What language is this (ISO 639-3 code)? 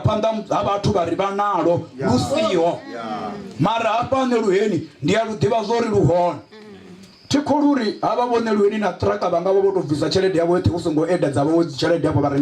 ven